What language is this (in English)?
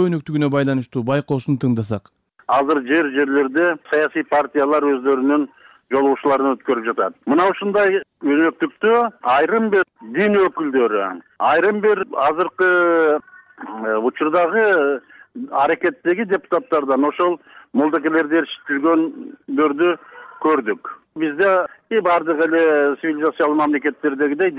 Kyrgyz